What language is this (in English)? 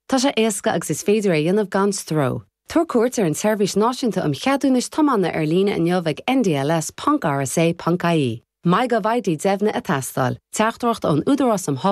Irish